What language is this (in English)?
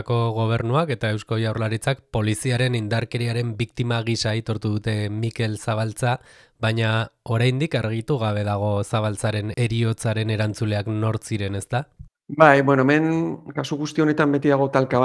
Basque